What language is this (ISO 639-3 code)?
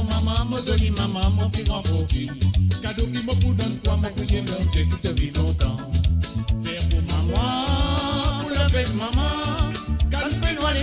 mfe